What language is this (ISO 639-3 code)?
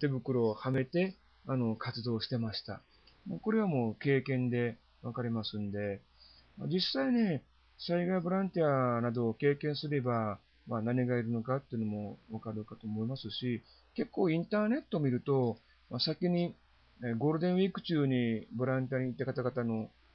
jpn